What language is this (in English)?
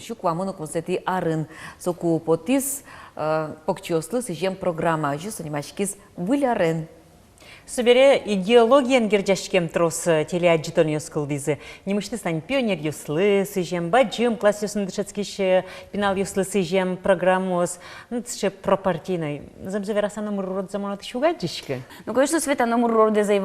Udmurt